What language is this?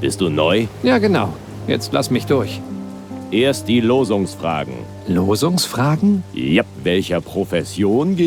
Bavarian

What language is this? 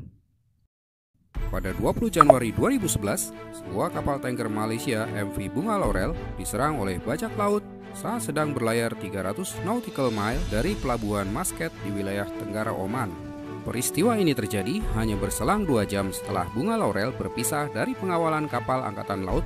Indonesian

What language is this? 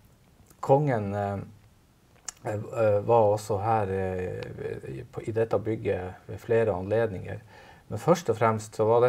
Norwegian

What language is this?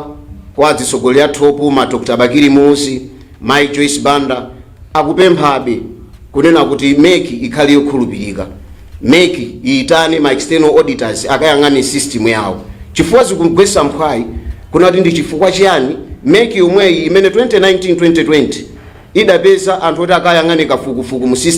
Nyanja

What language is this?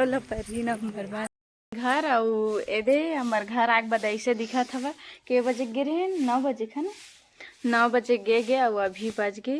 Chhattisgarhi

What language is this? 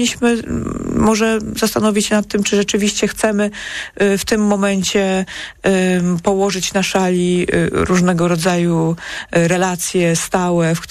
Polish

